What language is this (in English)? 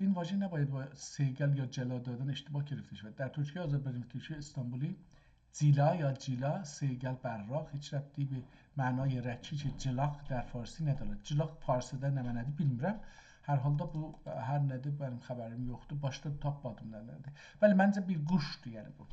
South Azerbaijani